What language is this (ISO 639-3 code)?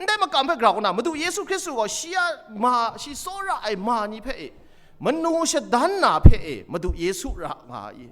kac